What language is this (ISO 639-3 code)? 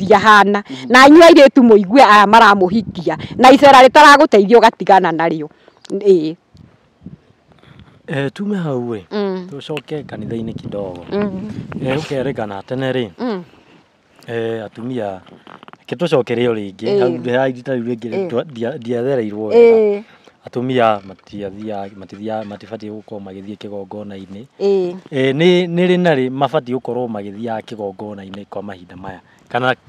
kik